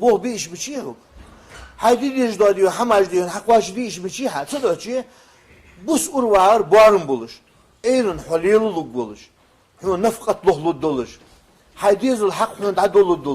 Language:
Ingush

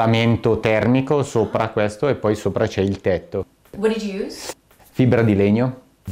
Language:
Italian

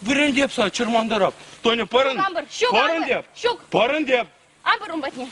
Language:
Chuvash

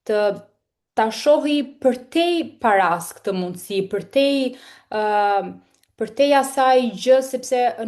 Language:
Albanian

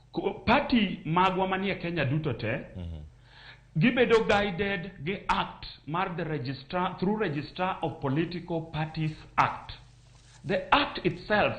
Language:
Luo (Kenya and Tanzania)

